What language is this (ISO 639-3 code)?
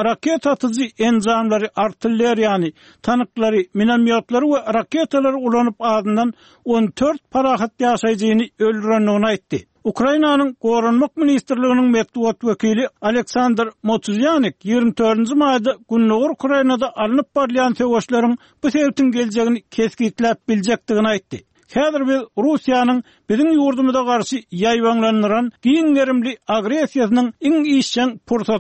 tuk